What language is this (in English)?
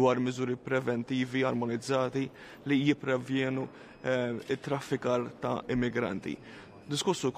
Maltese